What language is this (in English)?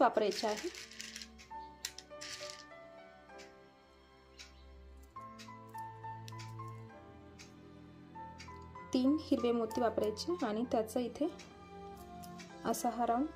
Marathi